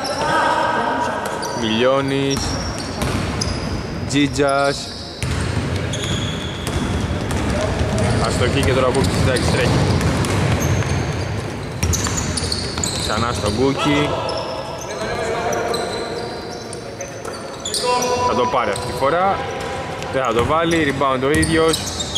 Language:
Greek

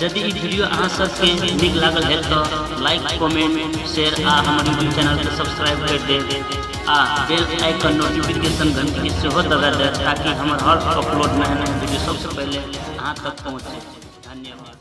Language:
Maithili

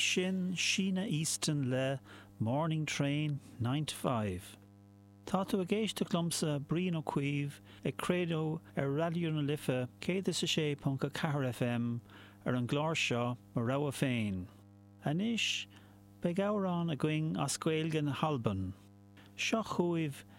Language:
Irish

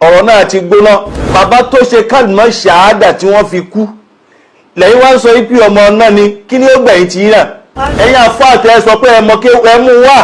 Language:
Yoruba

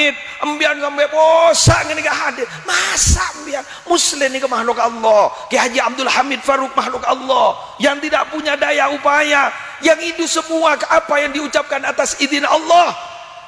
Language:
Madurese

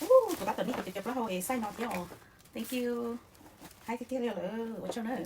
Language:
Hmong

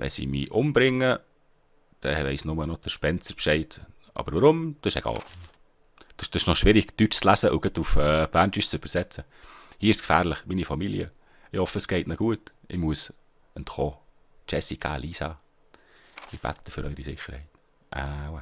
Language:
Swiss German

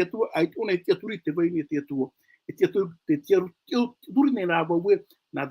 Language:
Tahitian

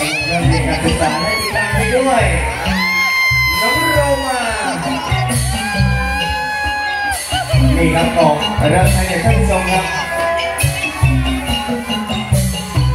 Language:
Thai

